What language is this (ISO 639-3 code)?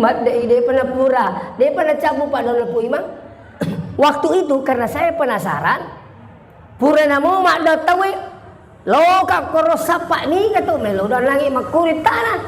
bug